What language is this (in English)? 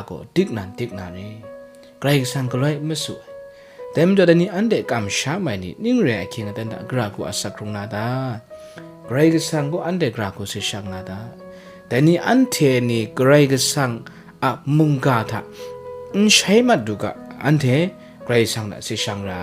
Kachin